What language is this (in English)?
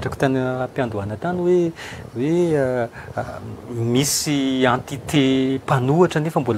Malagasy